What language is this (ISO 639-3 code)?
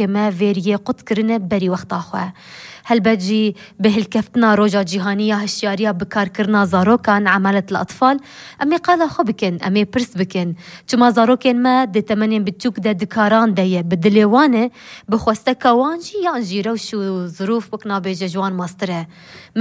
kur